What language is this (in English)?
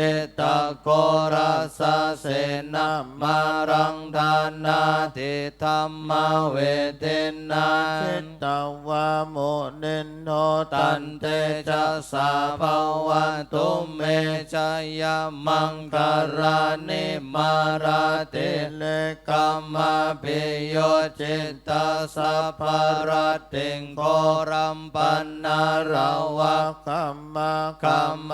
Pali